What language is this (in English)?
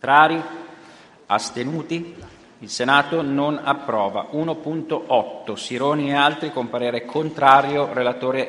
Italian